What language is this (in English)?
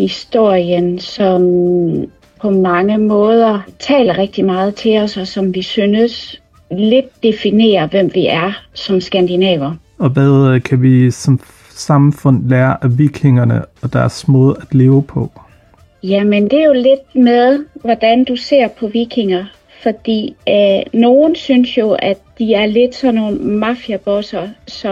Danish